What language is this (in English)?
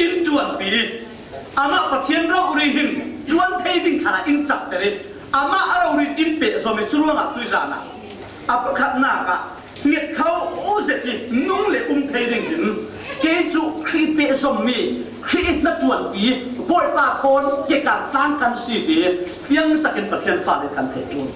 Falam Chin